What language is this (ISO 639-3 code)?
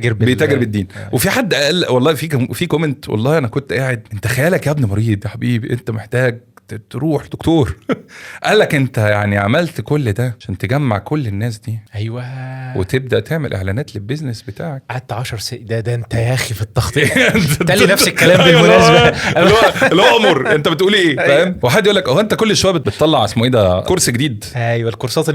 arz